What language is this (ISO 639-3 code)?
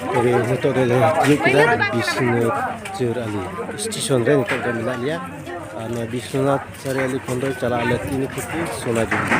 sat